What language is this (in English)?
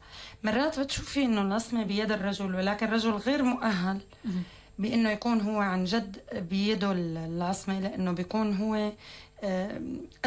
North Levantine Arabic